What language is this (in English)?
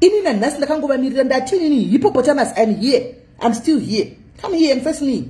Shona